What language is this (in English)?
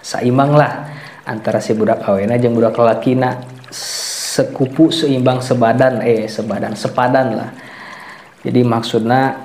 Sundanese